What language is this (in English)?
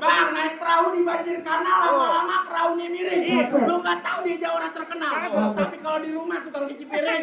Betawi